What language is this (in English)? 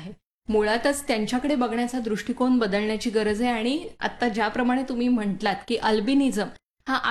Marathi